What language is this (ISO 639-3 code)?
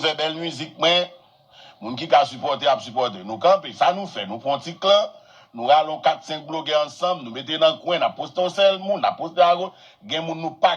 hat